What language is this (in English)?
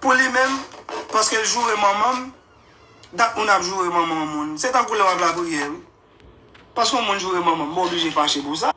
Haitian Creole